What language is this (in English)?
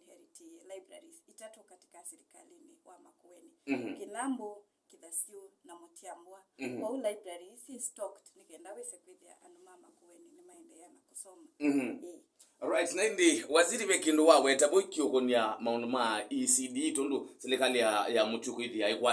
Kamba